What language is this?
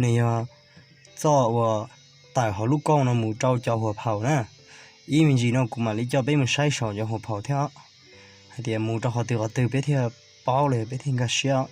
Hmong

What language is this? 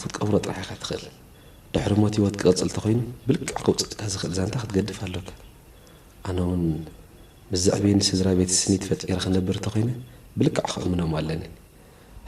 Tigrinya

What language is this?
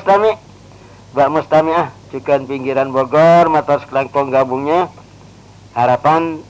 Madurese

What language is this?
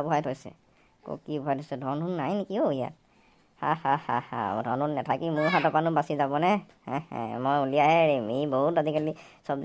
Assamese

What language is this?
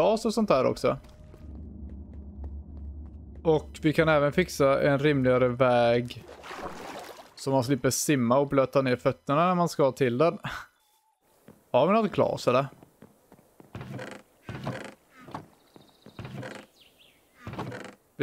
Swedish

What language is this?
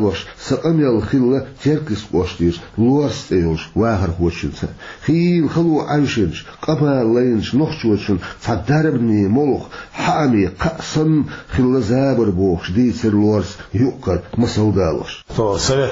Chechen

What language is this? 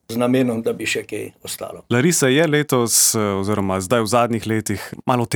Slovenian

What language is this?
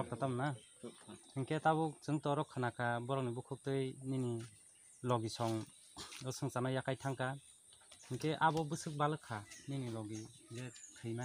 Riang (India)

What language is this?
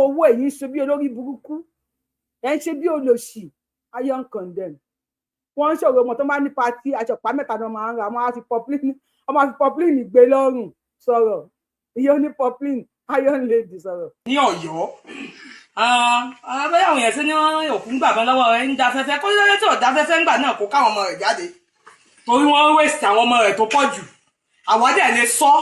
Yoruba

